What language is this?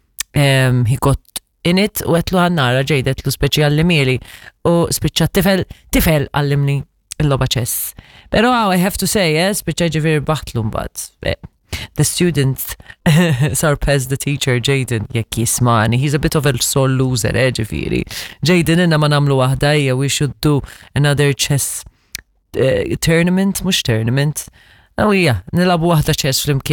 Maltese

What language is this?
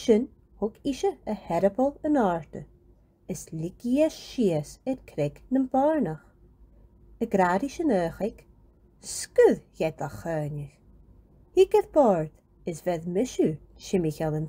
Scottish Gaelic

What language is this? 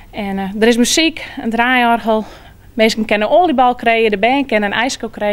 Western Frisian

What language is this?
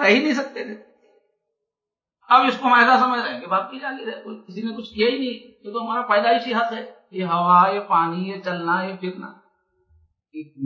Urdu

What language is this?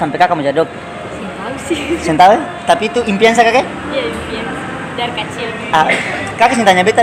Ambonese Malay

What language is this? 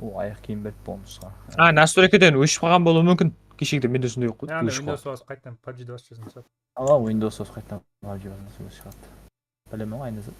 Kara-Kalpak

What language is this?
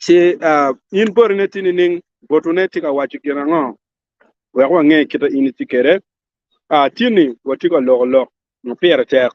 Acoli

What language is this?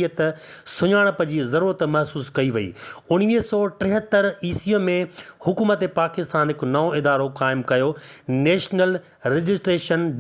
Sindhi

